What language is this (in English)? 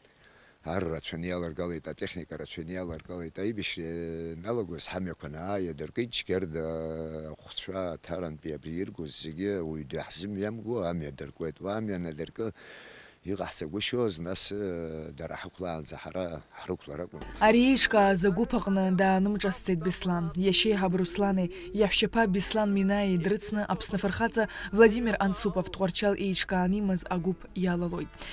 Abkhazian